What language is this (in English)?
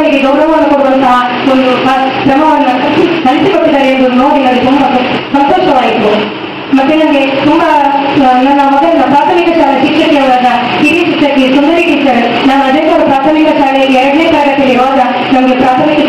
Kannada